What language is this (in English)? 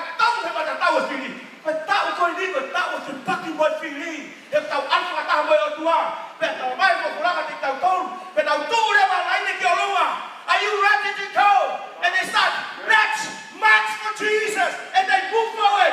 Tongan